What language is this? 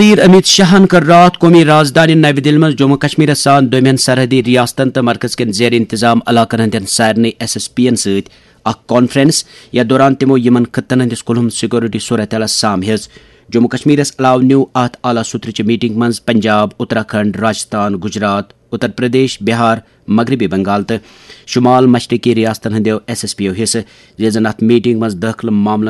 Kashmiri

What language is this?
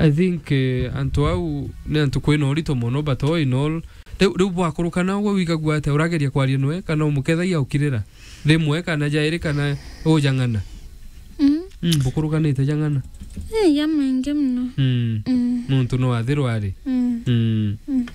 Meru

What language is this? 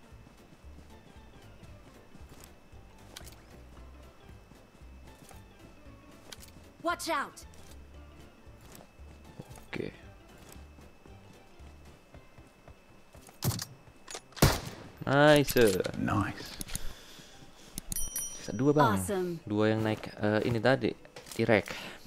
Indonesian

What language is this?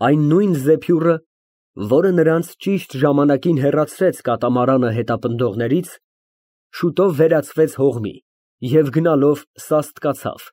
Armenian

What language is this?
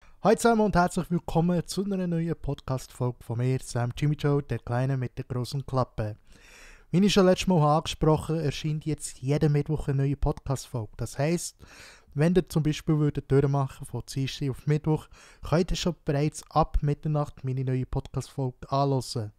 Swiss German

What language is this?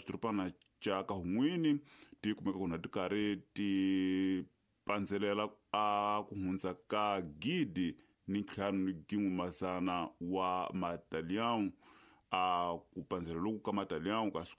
Tsonga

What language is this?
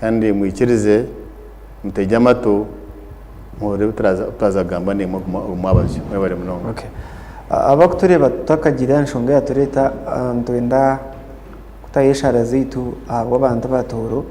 Nyankole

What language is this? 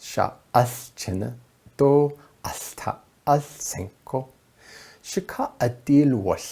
Navajo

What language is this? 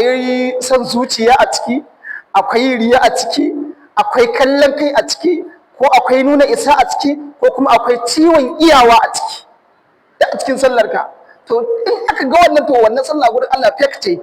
Hausa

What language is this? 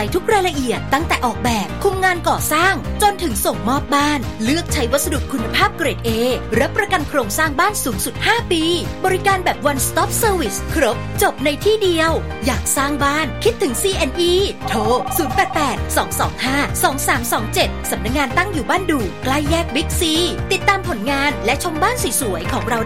Thai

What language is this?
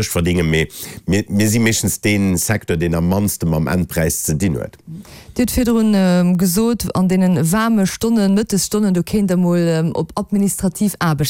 Luxembourgish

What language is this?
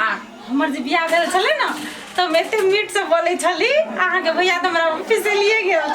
Maithili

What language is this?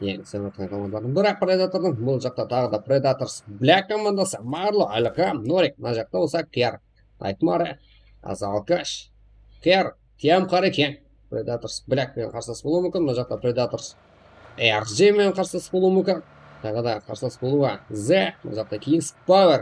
Kara-Kalpak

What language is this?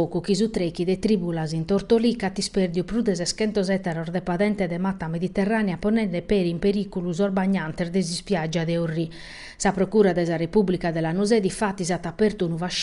Sardinian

